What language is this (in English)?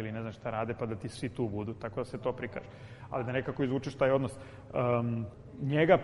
Serbian